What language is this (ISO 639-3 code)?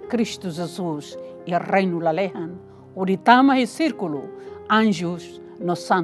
tet